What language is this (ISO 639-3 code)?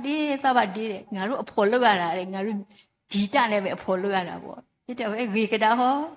ksw